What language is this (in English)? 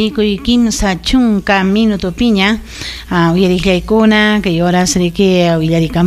Ayacucho Quechua